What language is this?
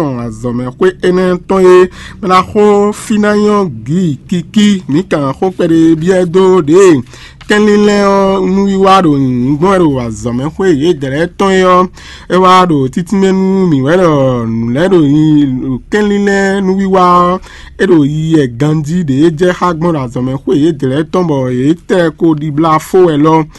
Fon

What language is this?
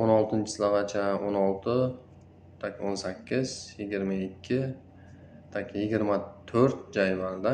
Uzbek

